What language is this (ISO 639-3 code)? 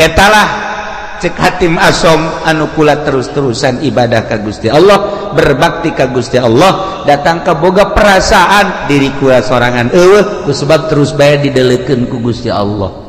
sun